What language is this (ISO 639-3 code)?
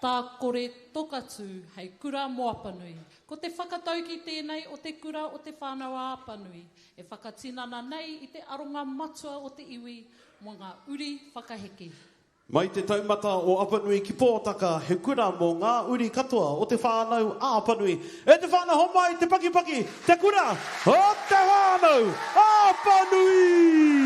mri